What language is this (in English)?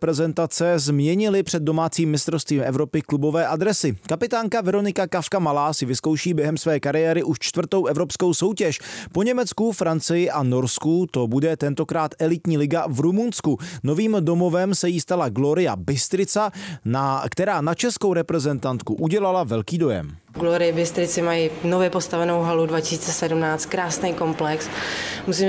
Czech